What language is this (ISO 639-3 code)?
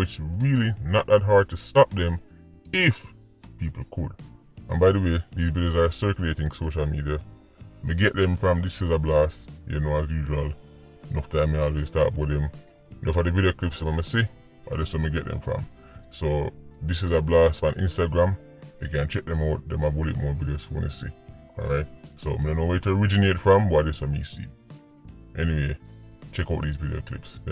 jam